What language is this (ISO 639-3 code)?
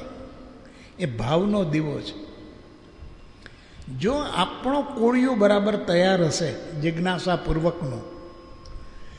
guj